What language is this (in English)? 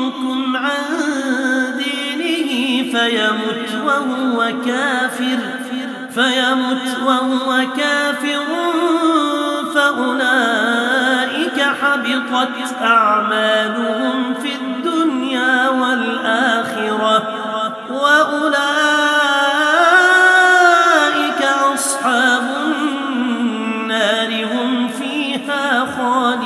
Arabic